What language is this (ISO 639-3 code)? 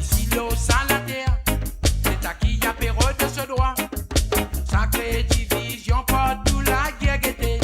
mfe